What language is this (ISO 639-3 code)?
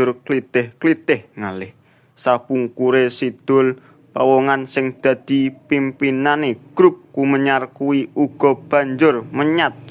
jav